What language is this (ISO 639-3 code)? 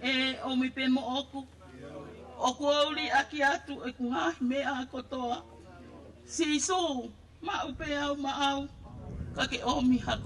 ton